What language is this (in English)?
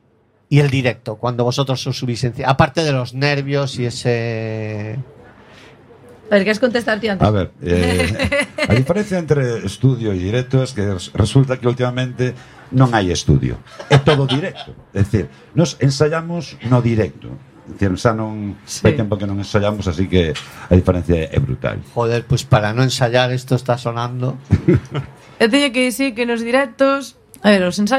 Spanish